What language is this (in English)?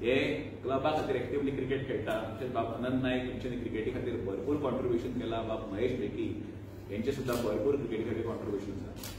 Konkani